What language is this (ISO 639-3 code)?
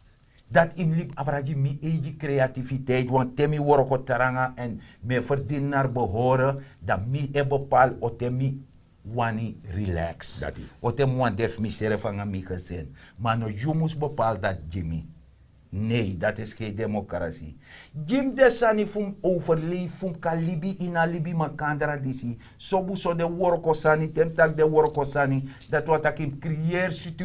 srn